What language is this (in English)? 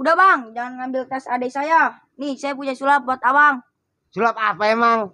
Betawi